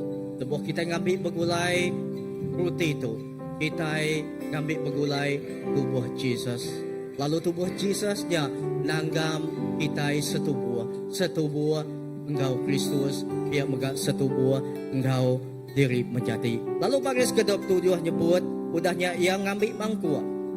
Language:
Iban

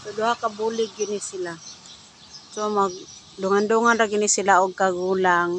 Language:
Cebuano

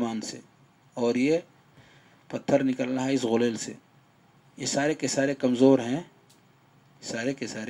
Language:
Urdu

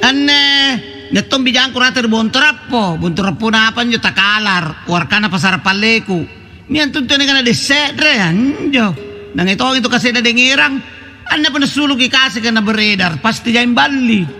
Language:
Makasar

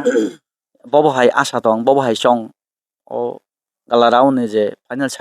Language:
Kok Borok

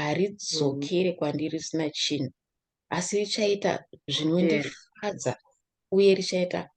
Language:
Shona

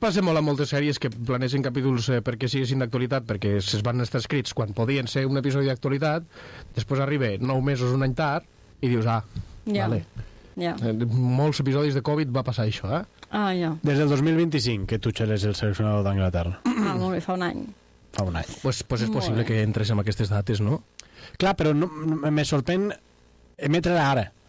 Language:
Catalan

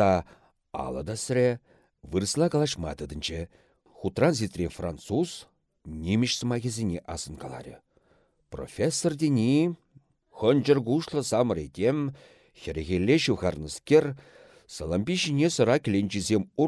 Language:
Chuvash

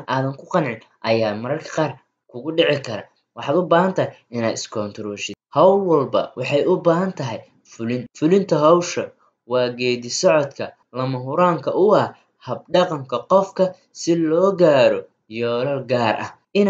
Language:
Somali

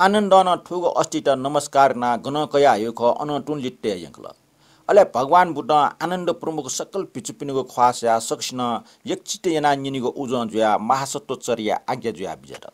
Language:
Newari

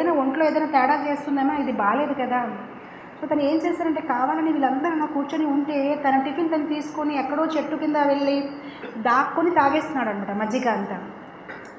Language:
Telugu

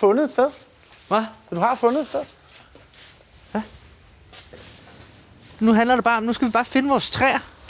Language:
Danish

